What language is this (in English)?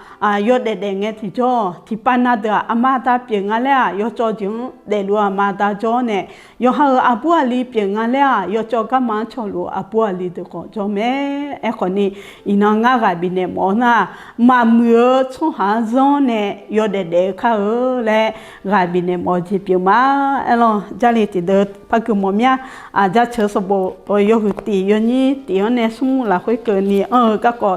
Akha